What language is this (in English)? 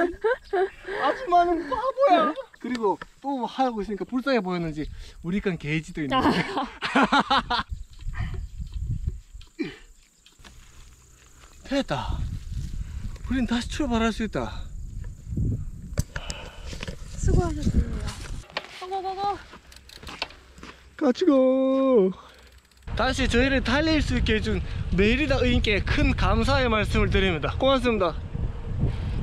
Korean